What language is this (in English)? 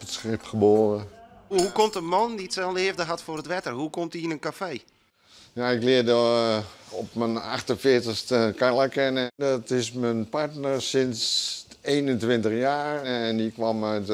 Western Frisian